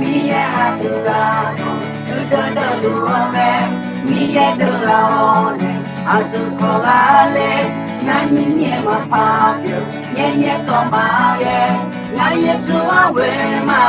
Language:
Akha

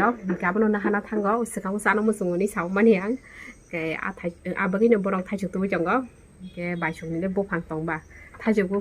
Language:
Kok Borok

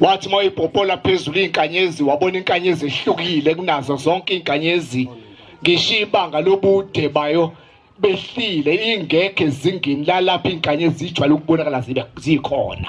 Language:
Zulu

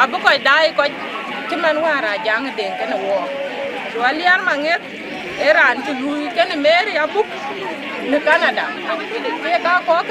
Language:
Dinka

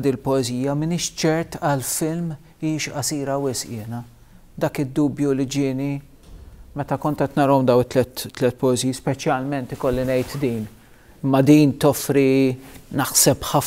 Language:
Maltese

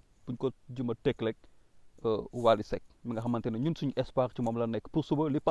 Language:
Wolof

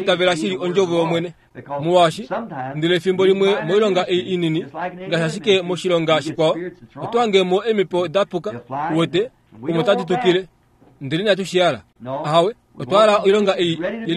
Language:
Kuanyama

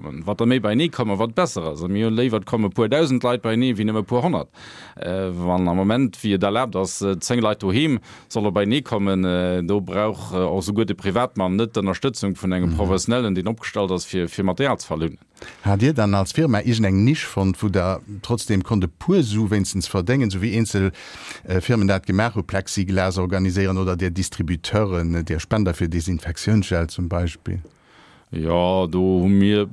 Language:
Luxembourgish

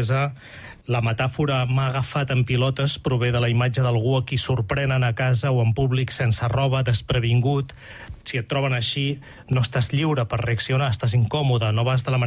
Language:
Catalan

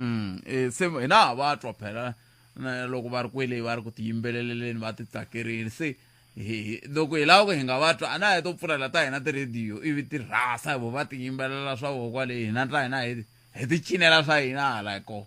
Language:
Tsonga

